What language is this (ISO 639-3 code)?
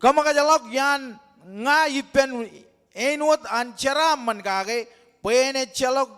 mah